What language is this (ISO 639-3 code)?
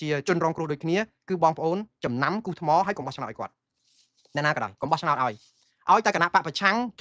khm